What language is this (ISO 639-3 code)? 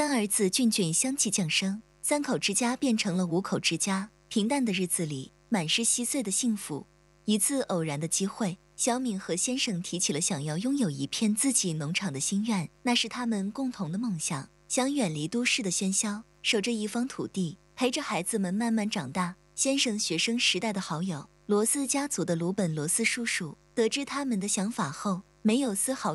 zho